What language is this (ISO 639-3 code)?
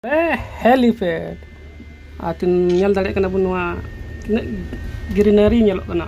sat